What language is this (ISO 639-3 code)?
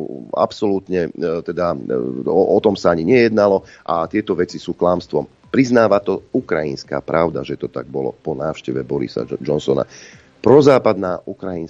slk